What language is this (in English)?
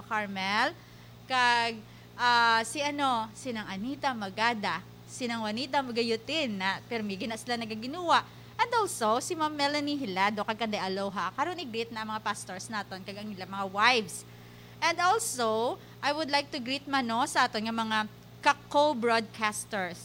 Hiligaynon